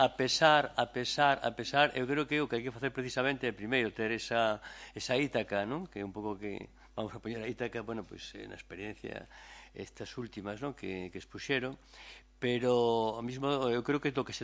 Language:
Galician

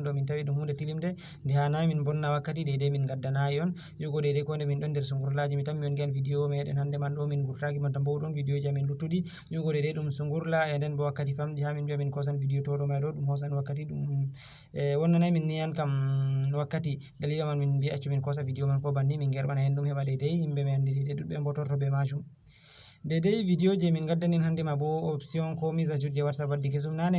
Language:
Fula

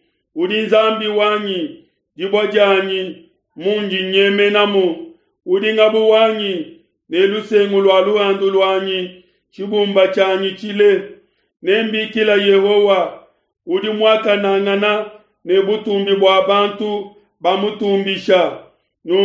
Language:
Luba-Lulua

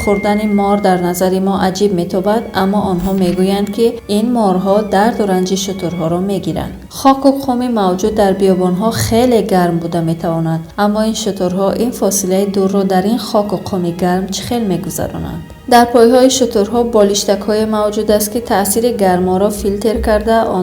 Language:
Tajik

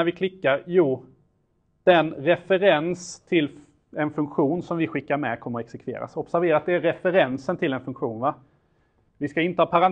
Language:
Swedish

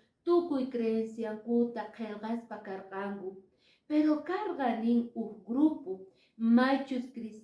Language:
Quechua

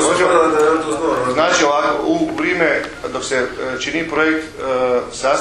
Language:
Croatian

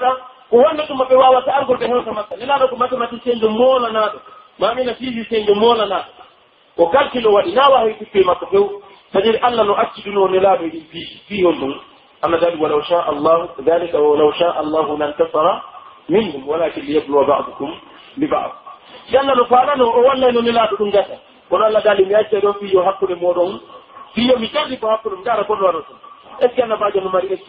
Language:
Pular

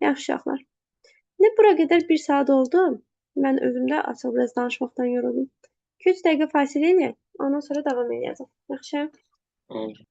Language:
Azerbaijani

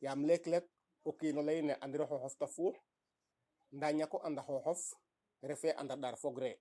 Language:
Serer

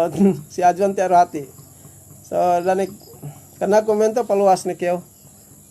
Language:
Yakan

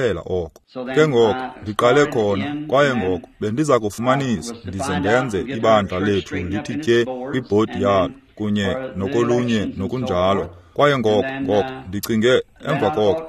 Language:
Xhosa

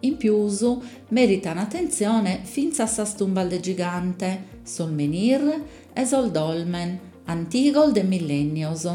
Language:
Sardinian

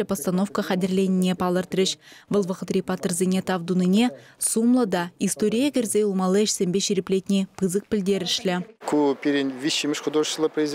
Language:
Chuvash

